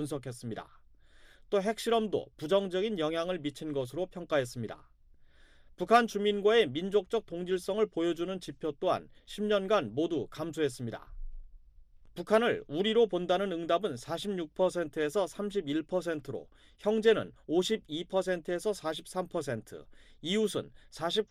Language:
Korean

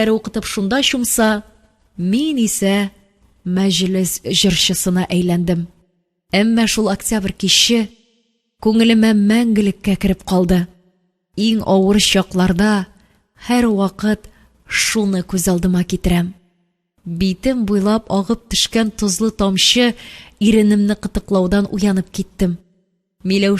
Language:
Tatar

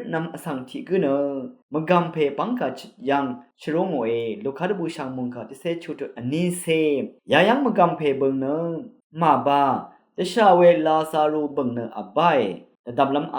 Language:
Rawang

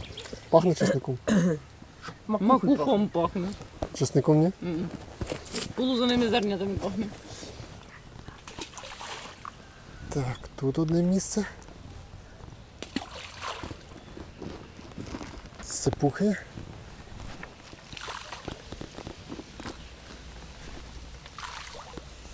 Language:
Ukrainian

